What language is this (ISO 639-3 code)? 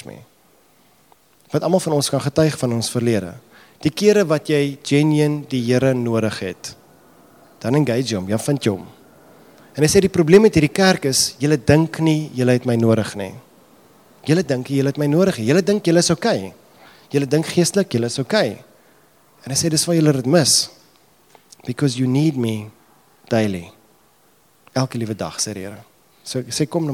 afr